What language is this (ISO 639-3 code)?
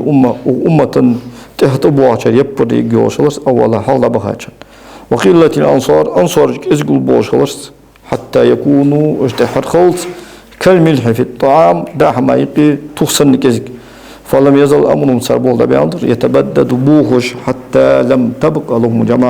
inh